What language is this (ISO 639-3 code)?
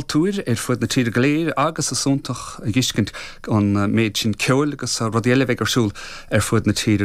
gle